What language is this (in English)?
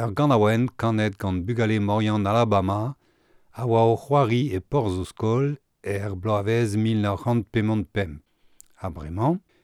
Breton